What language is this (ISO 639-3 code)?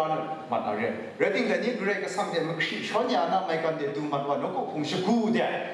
kac